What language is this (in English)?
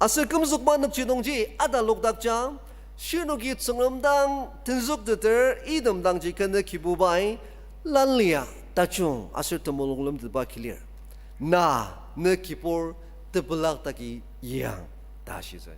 Ao Naga